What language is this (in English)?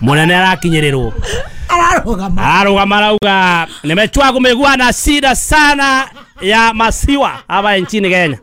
Kikuyu